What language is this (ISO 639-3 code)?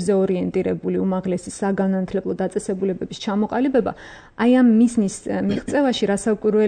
kat